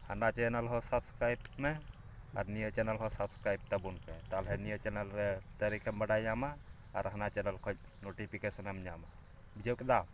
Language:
Santali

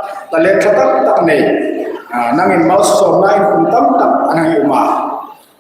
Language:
Hmar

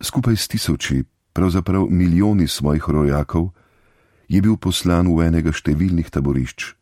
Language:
Slovenian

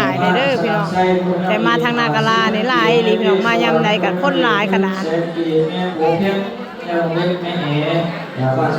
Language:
Lao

